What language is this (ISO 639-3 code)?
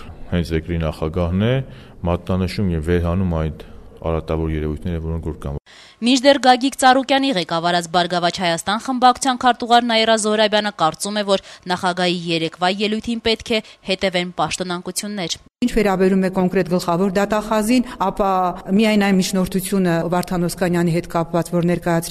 hye